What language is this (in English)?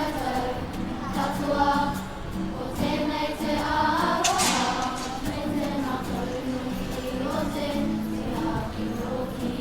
Māori